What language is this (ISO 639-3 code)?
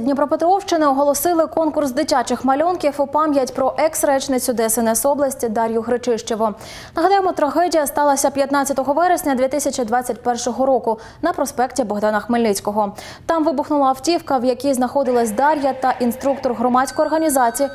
ukr